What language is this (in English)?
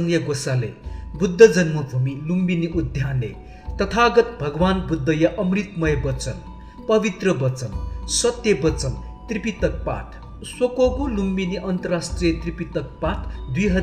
Newari